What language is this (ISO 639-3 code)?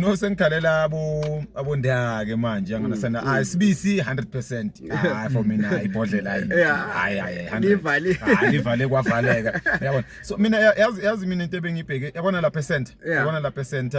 zul